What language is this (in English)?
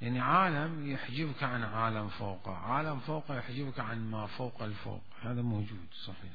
Mesopotamian Arabic